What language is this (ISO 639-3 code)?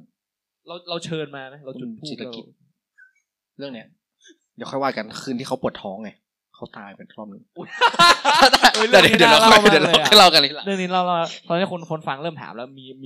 tha